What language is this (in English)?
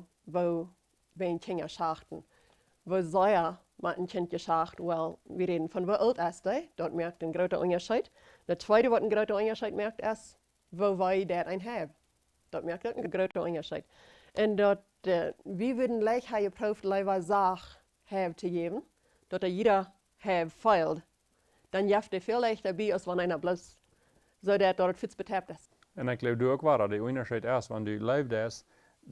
Plautdietsch